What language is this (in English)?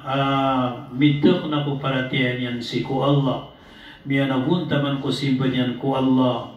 Maranao